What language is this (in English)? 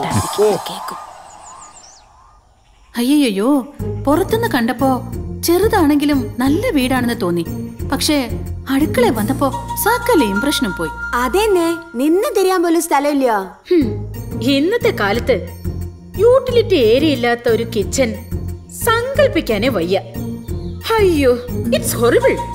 Malayalam